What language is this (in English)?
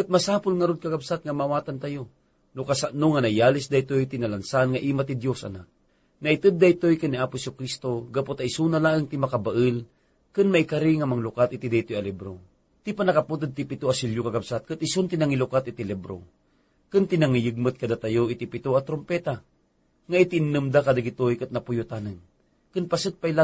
Iloko